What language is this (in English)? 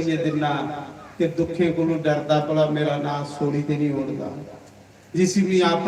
Dogri